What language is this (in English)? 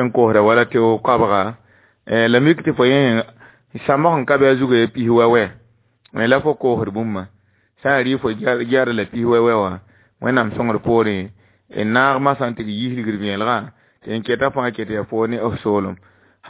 Mossi